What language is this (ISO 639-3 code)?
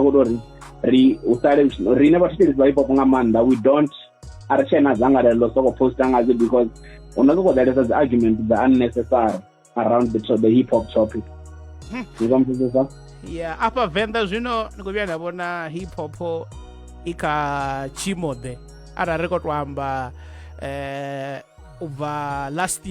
ven